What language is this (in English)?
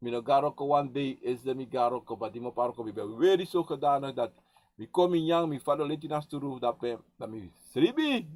Sranan Tongo